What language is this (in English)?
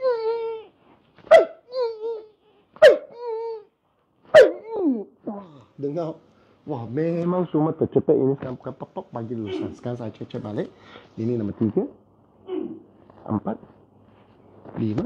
Malay